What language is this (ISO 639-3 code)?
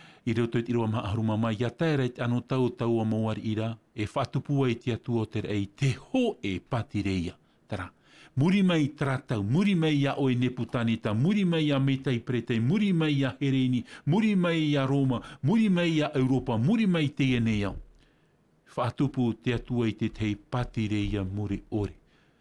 tah